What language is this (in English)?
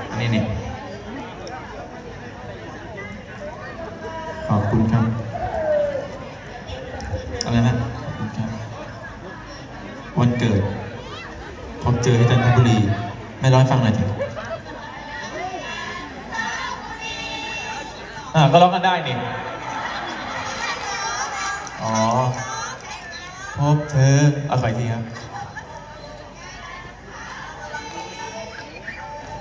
Thai